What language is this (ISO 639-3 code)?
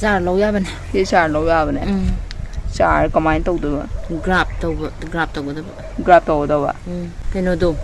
mni